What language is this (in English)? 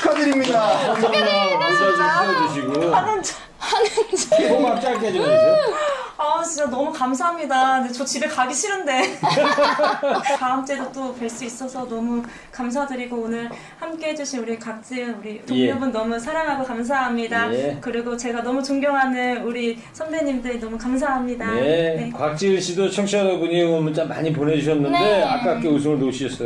Korean